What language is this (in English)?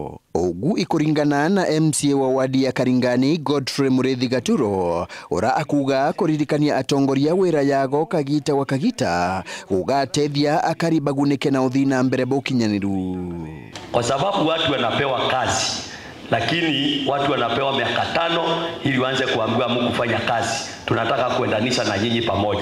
Meru